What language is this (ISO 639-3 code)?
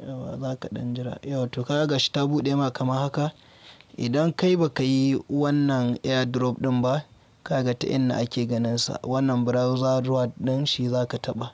hau